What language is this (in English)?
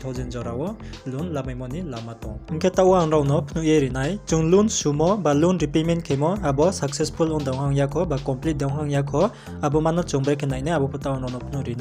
Riang (India)